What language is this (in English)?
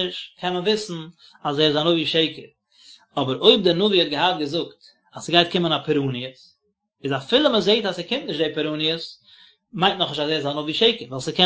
Yiddish